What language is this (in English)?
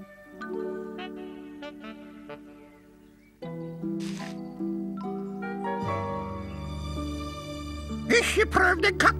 Norwegian